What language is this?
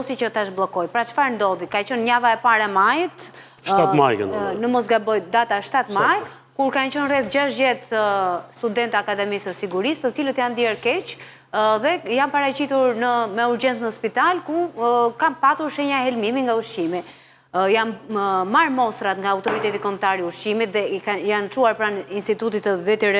Albanian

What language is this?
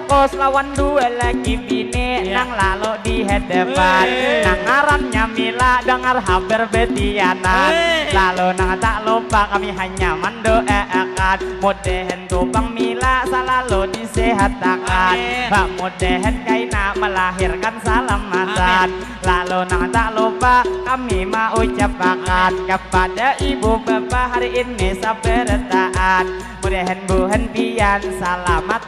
Banjar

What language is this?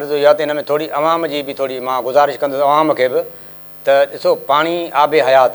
Sindhi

